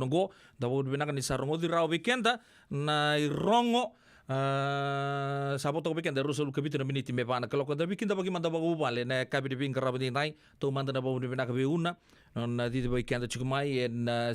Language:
Fijian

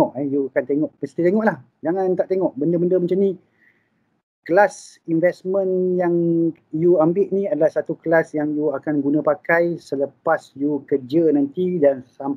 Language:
Malay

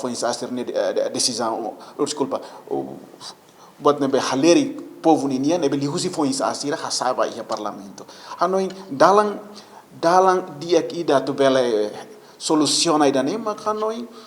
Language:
Tetum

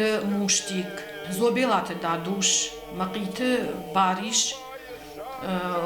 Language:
Ossetic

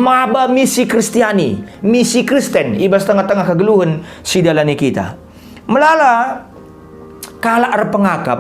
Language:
Batak Karo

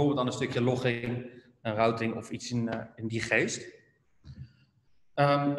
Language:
Dutch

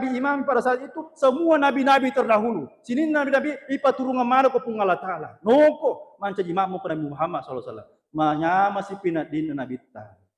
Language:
Buginese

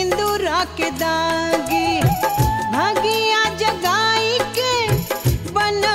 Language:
Bhojpuri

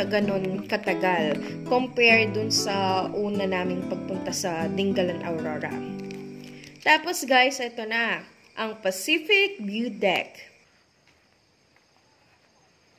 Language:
Filipino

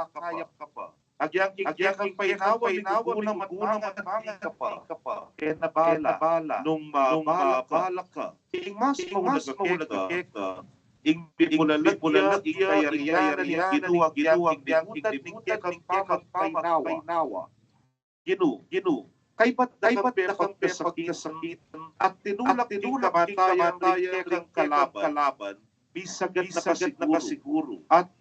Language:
Pampanga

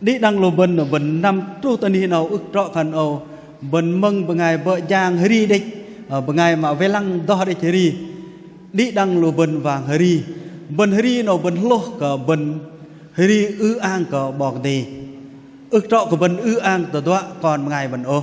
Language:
Bahnar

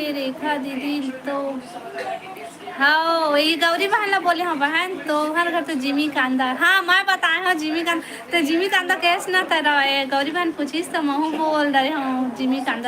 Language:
Chhattisgarhi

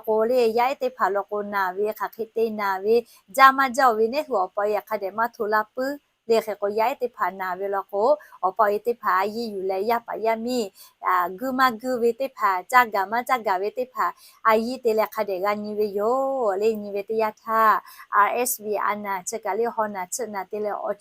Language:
Lahu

